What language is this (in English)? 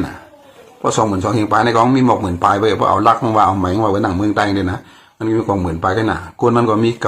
Shan